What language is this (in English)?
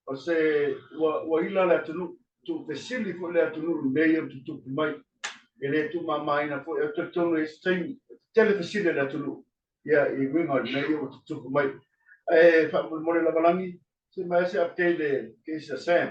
Samoan